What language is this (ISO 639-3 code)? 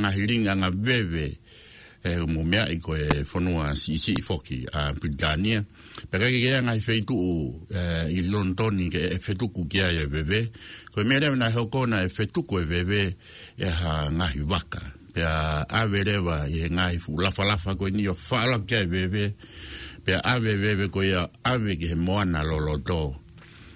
ton